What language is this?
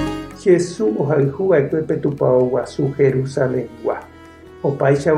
Guarani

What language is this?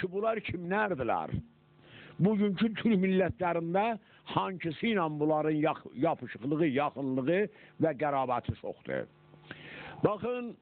South Azerbaijani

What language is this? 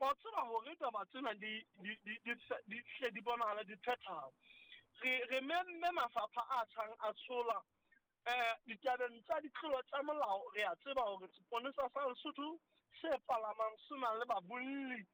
Southern Sotho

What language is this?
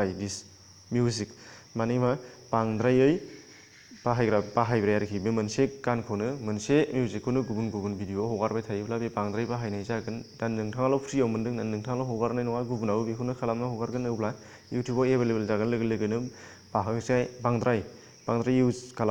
Bodo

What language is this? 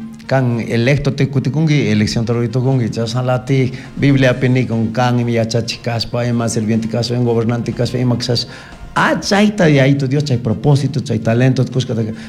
Chimborazo Highland Quichua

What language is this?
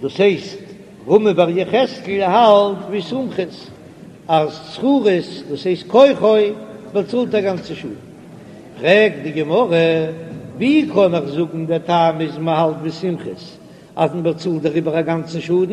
Yiddish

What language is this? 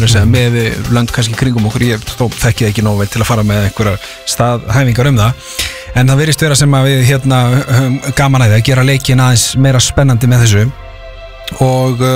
Icelandic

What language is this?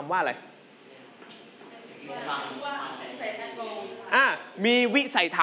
Thai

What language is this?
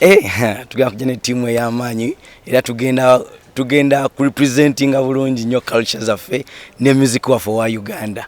Ganda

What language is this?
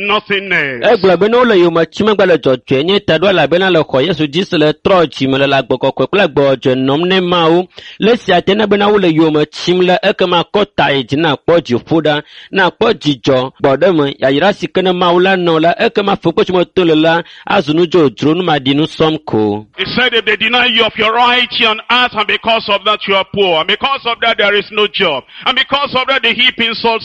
Ewe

